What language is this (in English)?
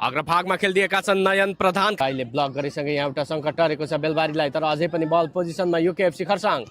Nepali